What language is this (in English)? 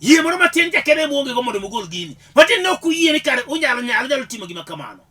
Luo (Kenya and Tanzania)